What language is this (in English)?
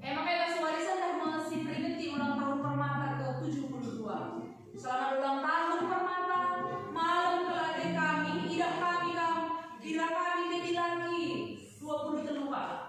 Batak Karo